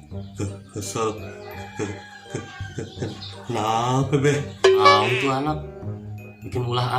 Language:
Betawi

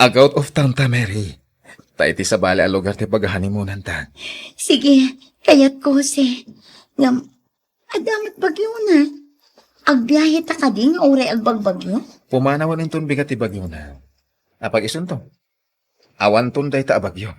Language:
Iloko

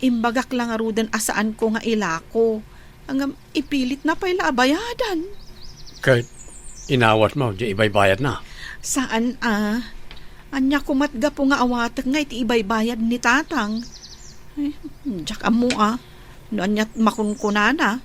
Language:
Iloko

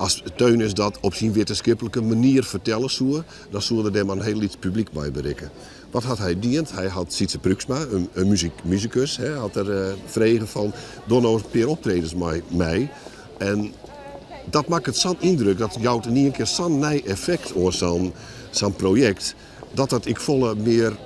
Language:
Western Frisian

